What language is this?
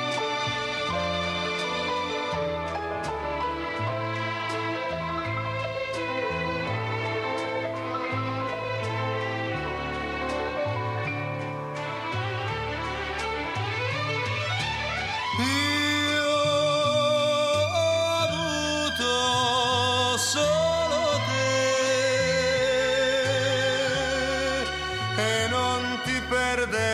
Italian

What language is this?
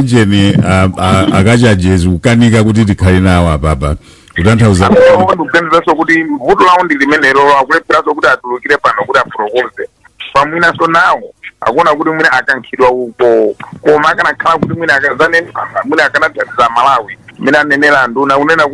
Nyanja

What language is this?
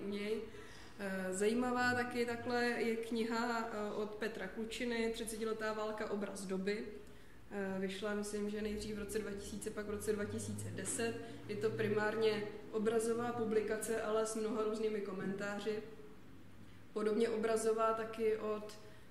Czech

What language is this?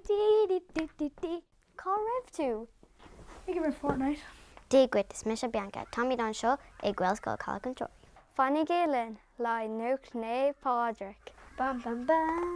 Irish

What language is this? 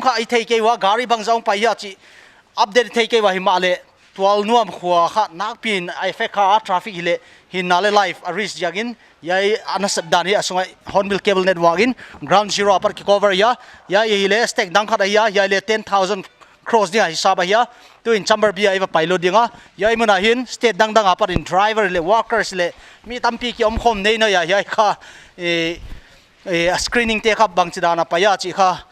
Paite Chin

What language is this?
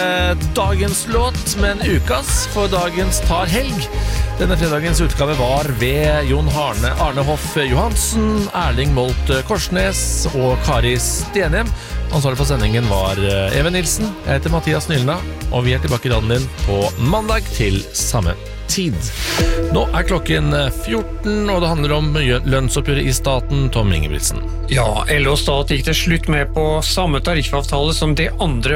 Norwegian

